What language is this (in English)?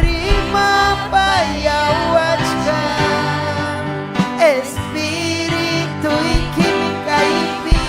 Ayacucho Quechua